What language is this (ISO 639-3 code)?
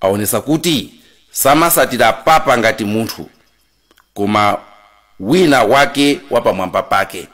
nya